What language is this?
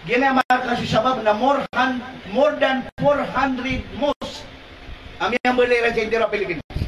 Maranao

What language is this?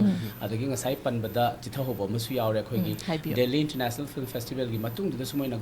Manipuri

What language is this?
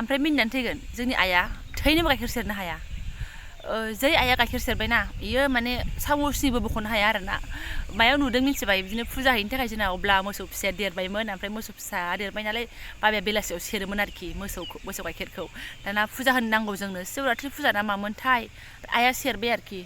Bodo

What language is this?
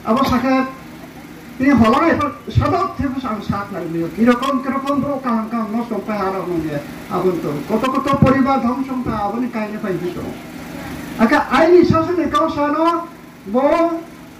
Riang (India)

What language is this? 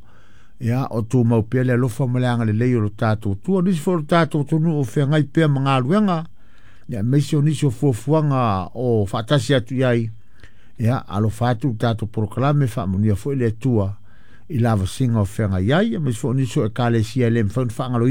Samoan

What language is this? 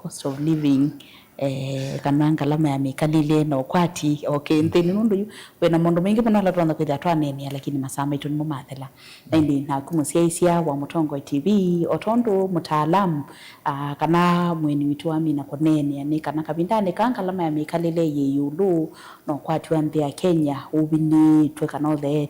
Kamba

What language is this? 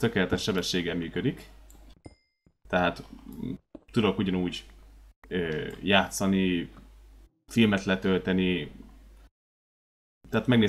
Hungarian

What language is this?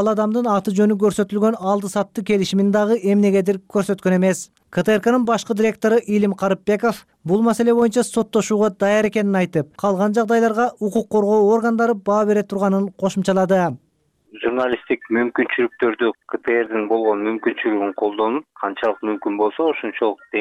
Kyrgyz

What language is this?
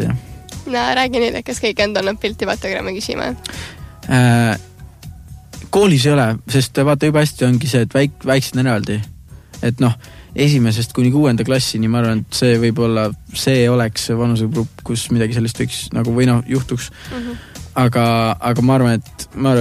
Estonian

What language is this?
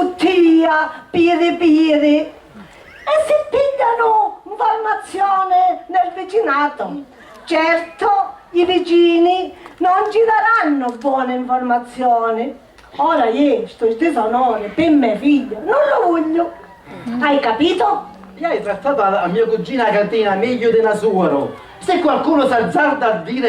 Sicilian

